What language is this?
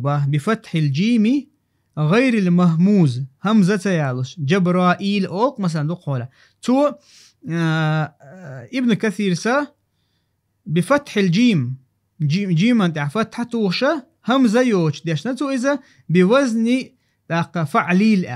Chechen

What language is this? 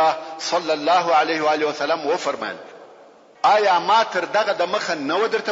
Pashto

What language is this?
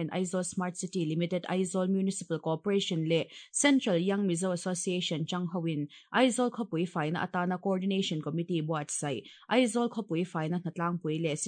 Mizo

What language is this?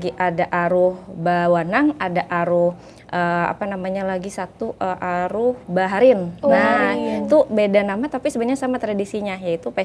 Banjar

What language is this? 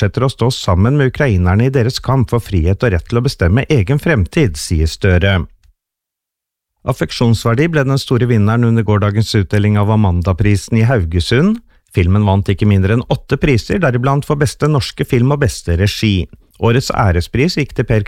Norwegian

